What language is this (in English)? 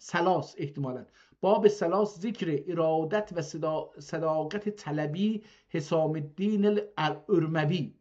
South Azerbaijani